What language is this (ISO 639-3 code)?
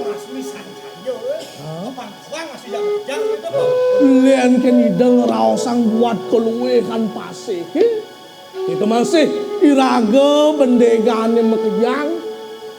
ban